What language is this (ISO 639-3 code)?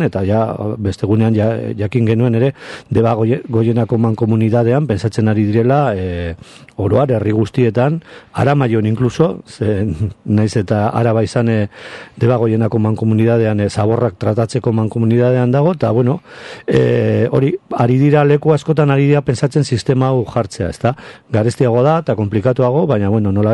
eus